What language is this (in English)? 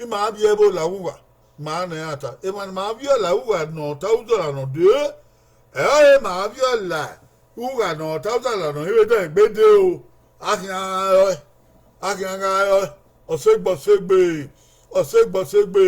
Bini